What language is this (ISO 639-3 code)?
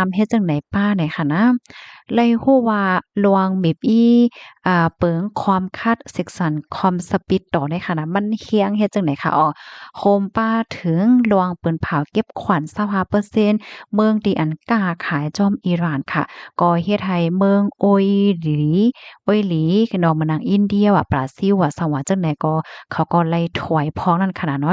shn